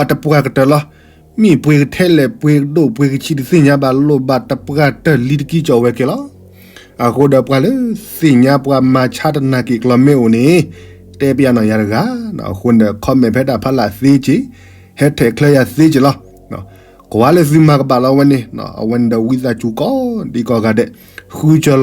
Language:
S'gaw Karen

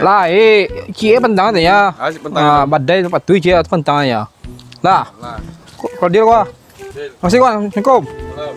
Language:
Minangkabau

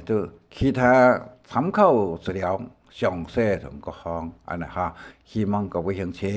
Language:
Hakka Chinese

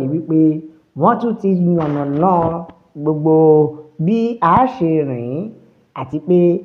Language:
Yoruba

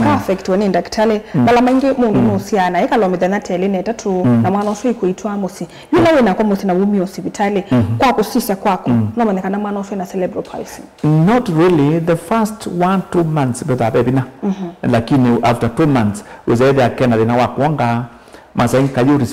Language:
Kamba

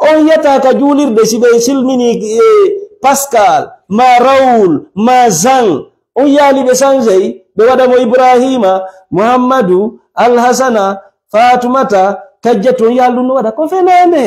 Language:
Fula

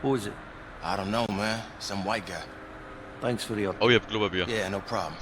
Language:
Bavarian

